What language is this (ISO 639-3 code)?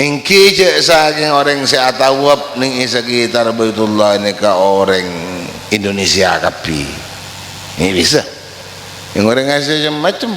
mad